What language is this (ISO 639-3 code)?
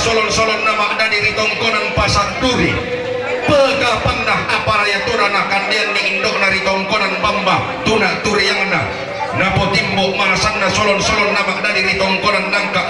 sda